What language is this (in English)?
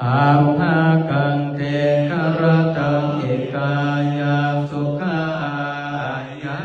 Pali